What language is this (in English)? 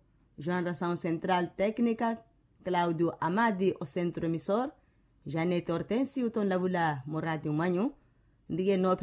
Makhuwa